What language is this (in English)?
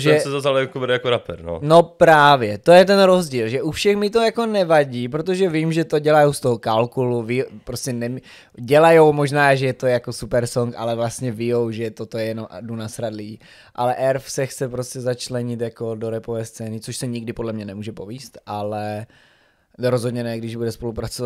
Czech